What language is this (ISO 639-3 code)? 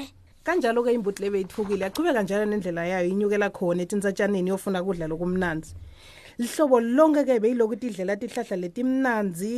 ssw